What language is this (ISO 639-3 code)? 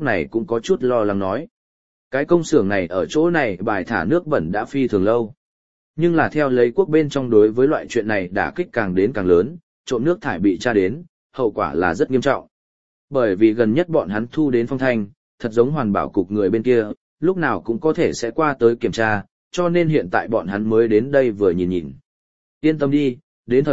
vie